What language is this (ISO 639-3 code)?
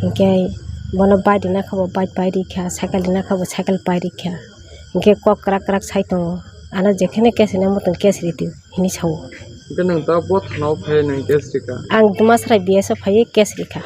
trp